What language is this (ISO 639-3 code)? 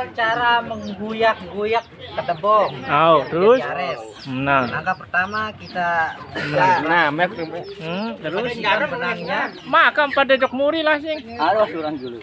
sas